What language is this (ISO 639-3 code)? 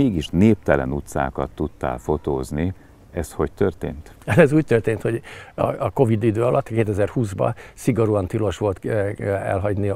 hun